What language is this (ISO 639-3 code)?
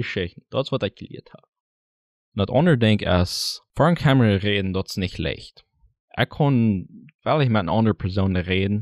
pdt